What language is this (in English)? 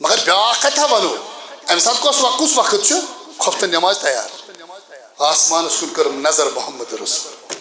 Kashmiri